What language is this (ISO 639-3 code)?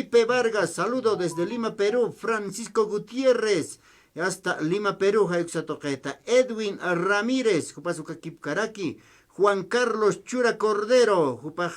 aym